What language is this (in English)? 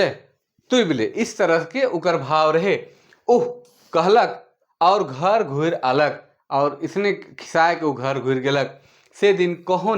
Sadri